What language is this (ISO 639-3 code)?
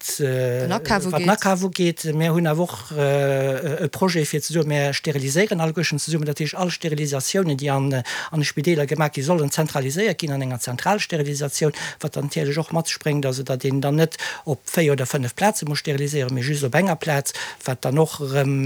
ltz